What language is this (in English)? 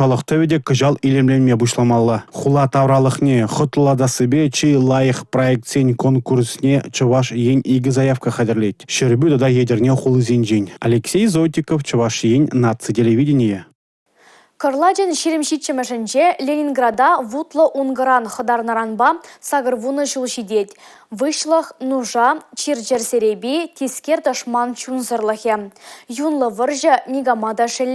Chuvash